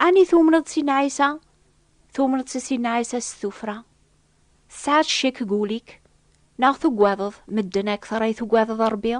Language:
Kabyle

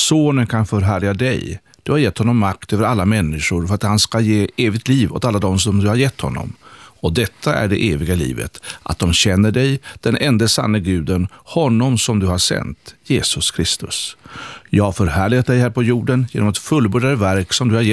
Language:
Swedish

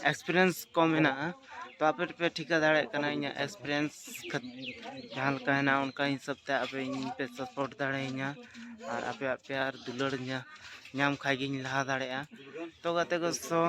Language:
Santali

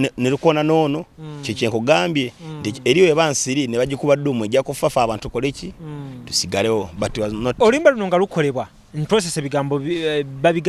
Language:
Ganda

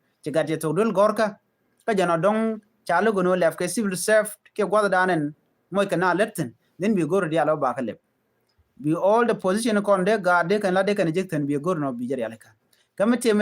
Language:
Nuer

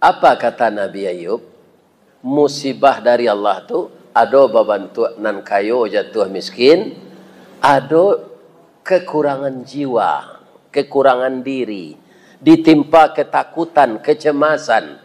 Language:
Minangkabau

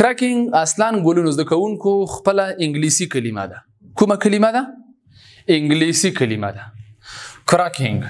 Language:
Pashto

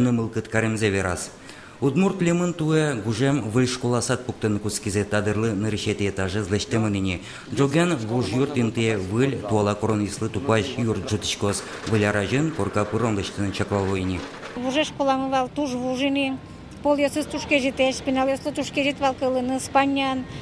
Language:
Udmurt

